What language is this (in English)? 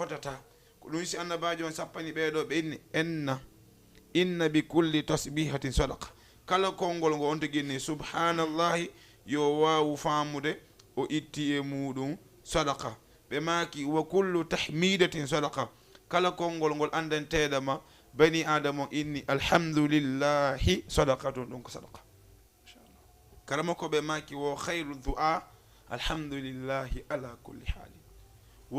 Fula